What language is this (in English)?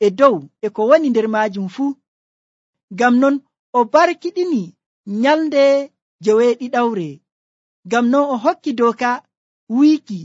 Nigerian Fulfulde